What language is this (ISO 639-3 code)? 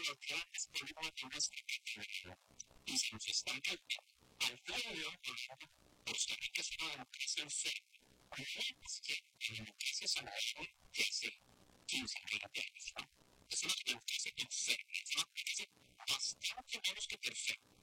spa